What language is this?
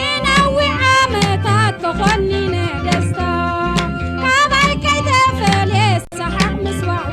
Tigrinya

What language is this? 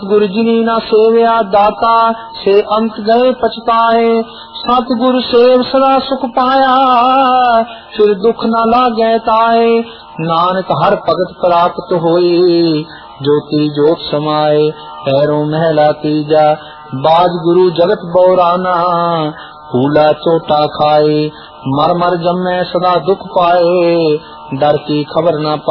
Punjabi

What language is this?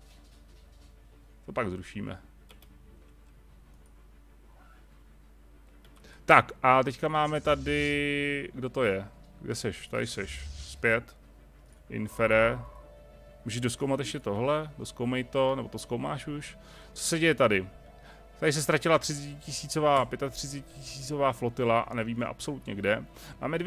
Czech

